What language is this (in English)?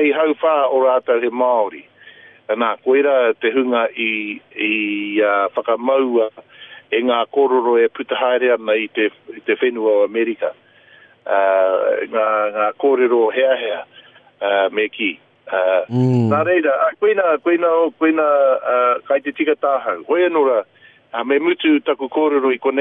Māori